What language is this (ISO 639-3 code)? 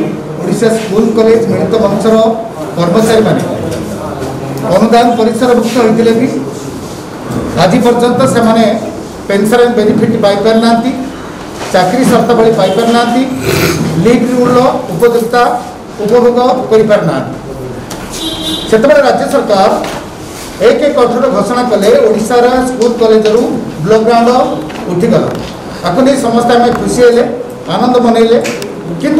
ori